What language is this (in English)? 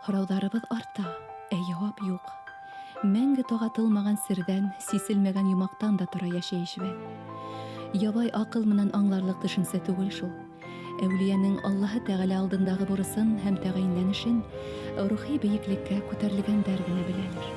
Bashkir